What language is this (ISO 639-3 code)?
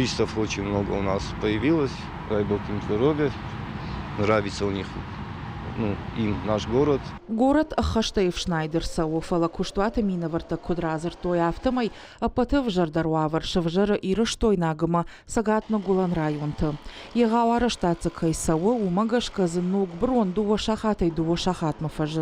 oss